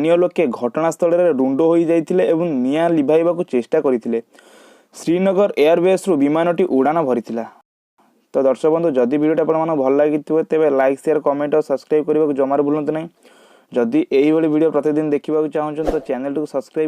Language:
Odia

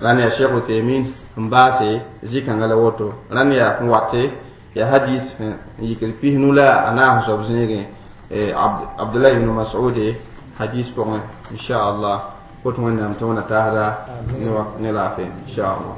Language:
Mossi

